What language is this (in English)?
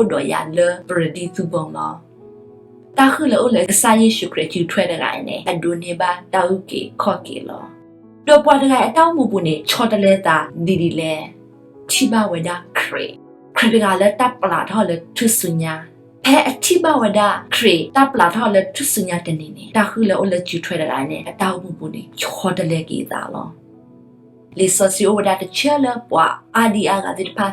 S'gaw Karen